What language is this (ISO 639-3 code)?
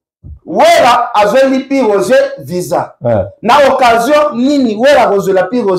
lin